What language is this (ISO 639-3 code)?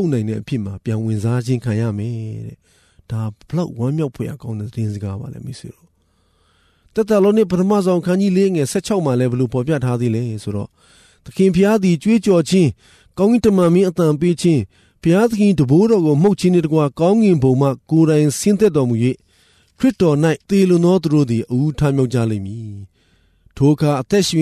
mya